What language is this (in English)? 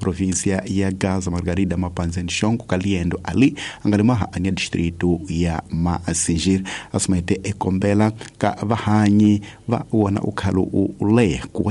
Tsonga